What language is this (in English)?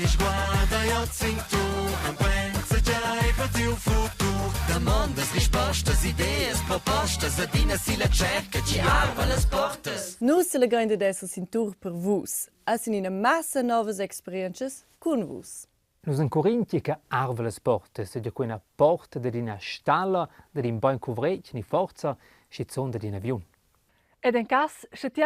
Romansh